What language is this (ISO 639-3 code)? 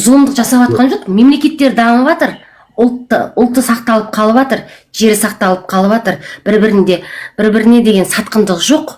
kaz